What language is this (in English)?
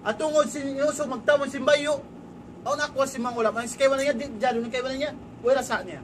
Tausug